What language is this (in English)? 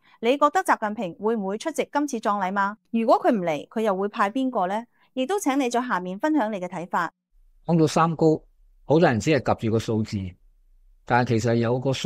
Cantonese